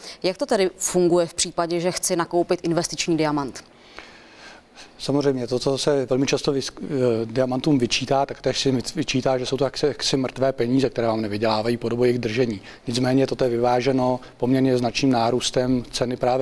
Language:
Czech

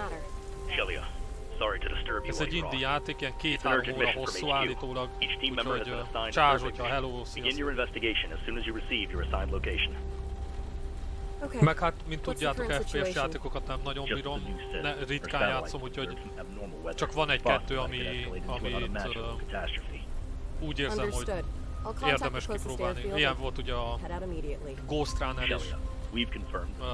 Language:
Hungarian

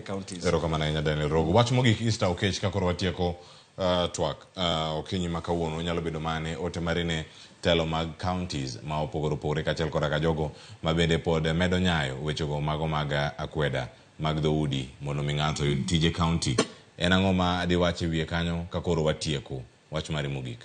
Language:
Luo (Kenya and Tanzania)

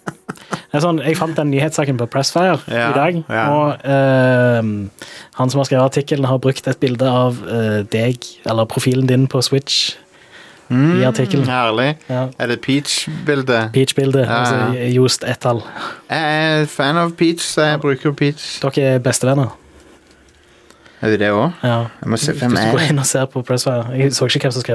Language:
Norwegian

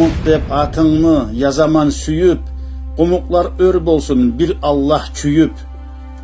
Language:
Kumyk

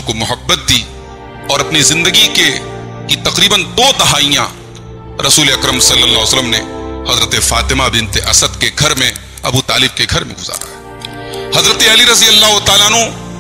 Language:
Urdu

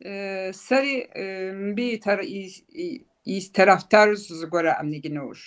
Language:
Kabardian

